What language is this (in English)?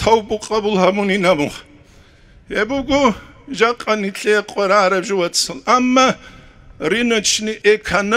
Avaric